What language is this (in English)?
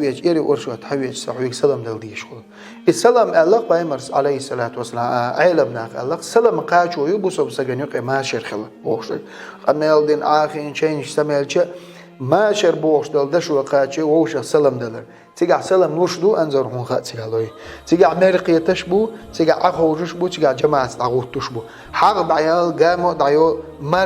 Chechen